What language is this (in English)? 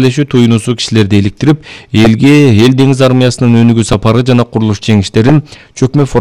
Kyrgyz